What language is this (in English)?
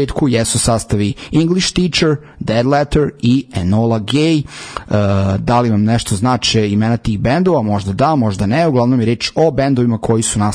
Serbian